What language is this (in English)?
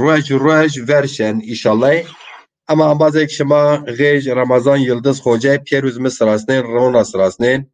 Zaza